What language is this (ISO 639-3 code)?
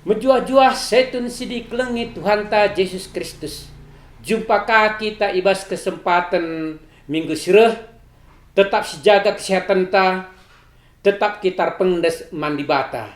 btx